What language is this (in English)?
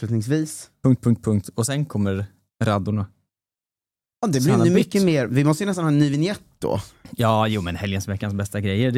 Swedish